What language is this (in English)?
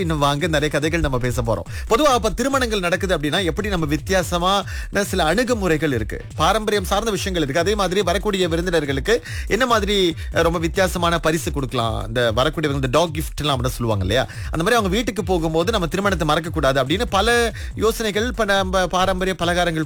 Tamil